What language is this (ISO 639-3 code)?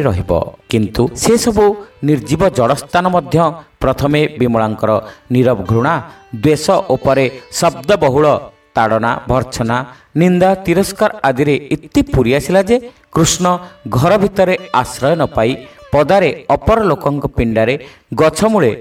ori